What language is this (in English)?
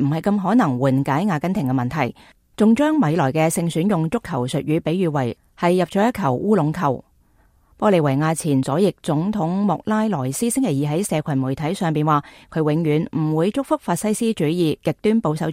Cantonese